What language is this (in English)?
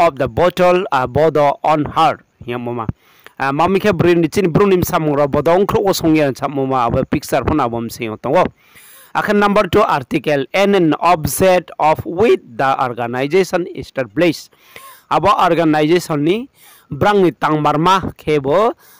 Riang (India)